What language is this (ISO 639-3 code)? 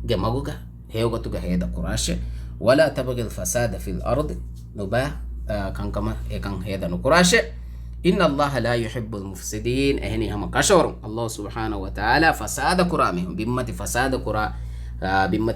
div